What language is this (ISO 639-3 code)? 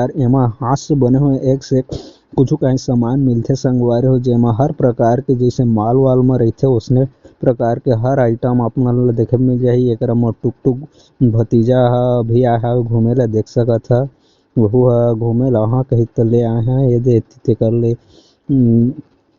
hne